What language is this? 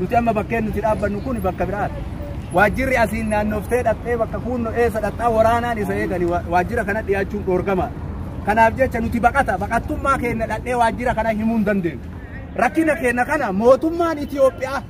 Oromo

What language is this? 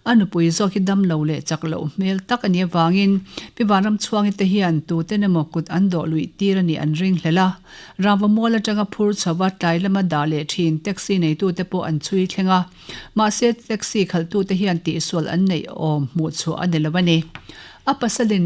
Mizo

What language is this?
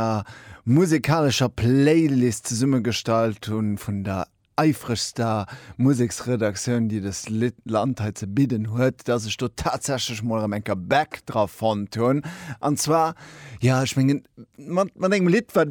Luxembourgish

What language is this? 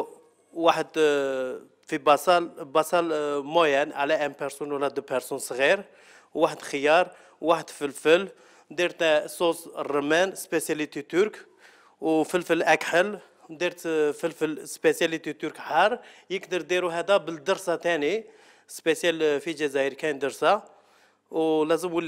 Algerian Arabic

